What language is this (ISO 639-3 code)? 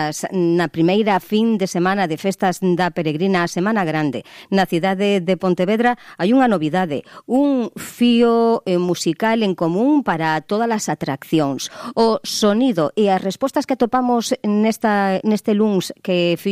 glg